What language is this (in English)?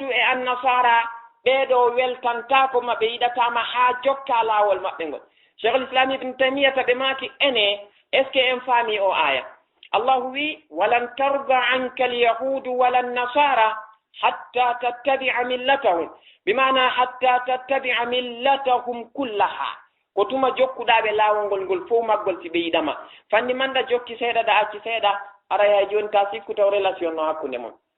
Fula